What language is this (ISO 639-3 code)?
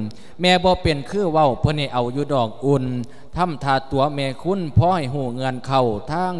lao